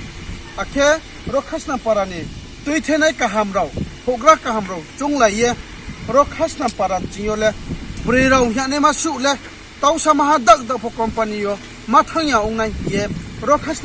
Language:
Riang (India)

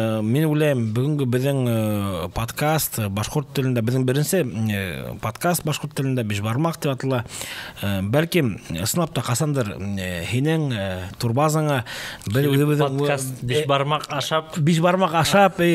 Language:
Bashkir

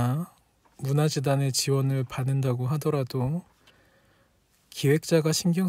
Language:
Korean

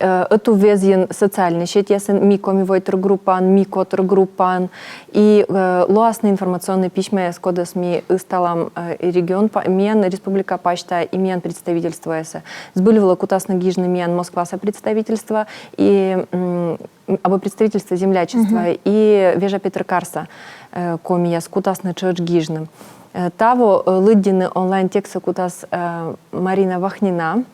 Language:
Komi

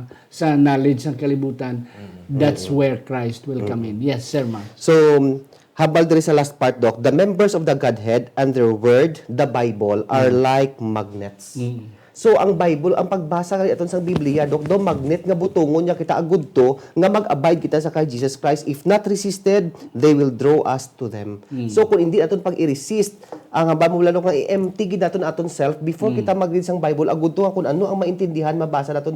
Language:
Hiligaynon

